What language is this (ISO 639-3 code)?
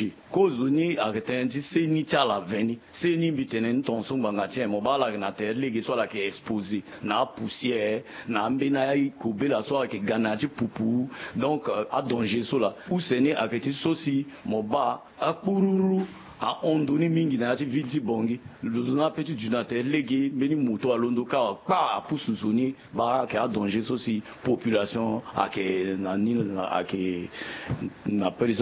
sag